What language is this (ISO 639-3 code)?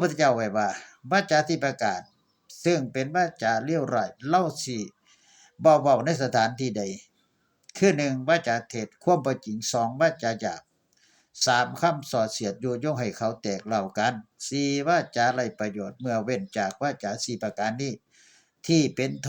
tts